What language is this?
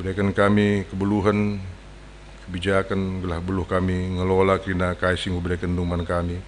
Batak Karo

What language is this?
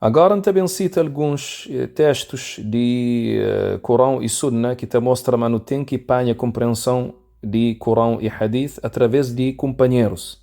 Kabuverdianu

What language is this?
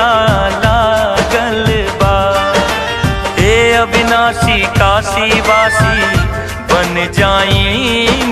Bhojpuri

